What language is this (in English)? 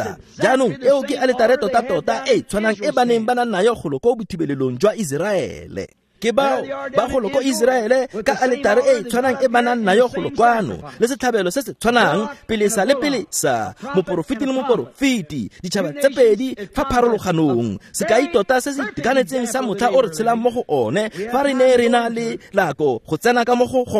Tswana